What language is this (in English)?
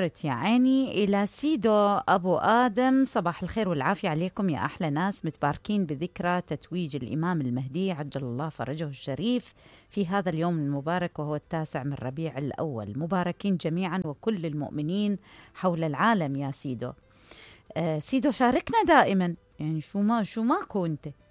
Mesopotamian Arabic